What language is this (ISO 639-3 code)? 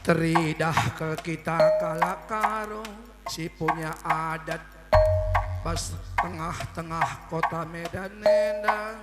btx